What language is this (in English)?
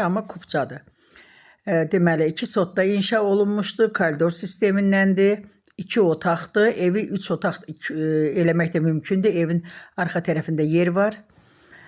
Azerbaijani